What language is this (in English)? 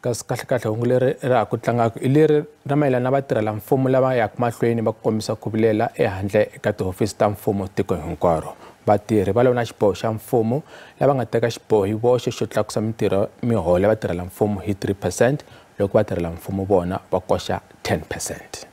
Tsonga